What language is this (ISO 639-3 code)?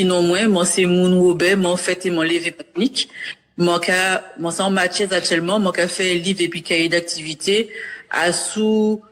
gcf